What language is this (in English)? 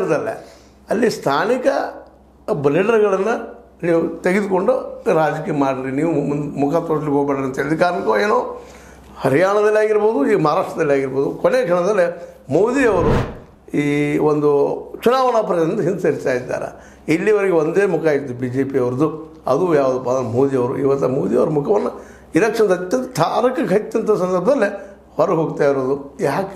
Kannada